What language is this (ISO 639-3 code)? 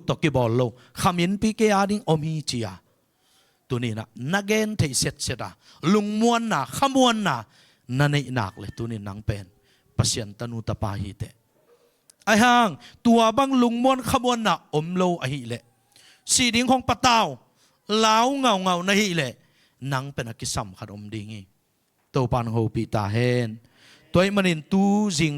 ctd